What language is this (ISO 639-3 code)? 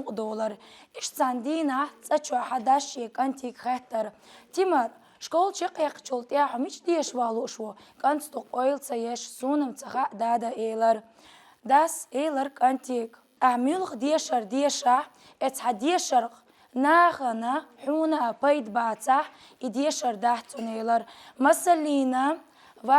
che